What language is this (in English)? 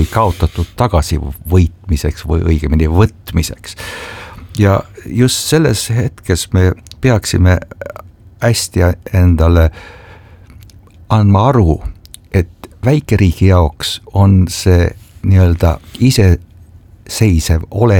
Estonian